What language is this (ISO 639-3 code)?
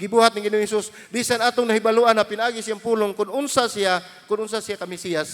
ceb